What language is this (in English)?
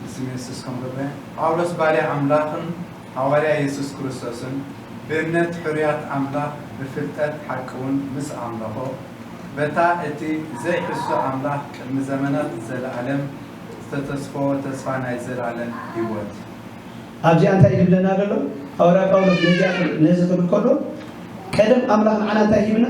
Tigrinya